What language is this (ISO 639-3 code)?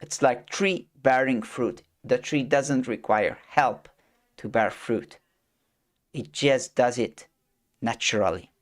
eng